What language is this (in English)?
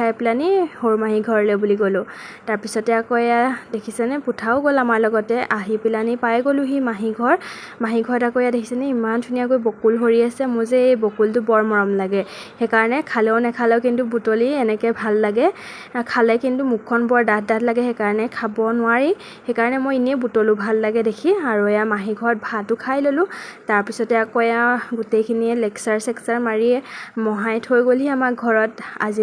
Assamese